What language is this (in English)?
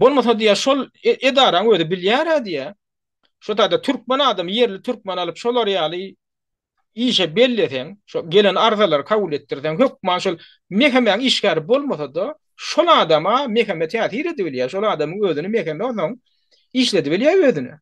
Turkmen